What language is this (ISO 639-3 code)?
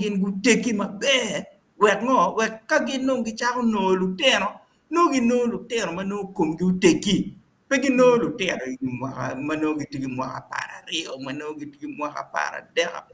ach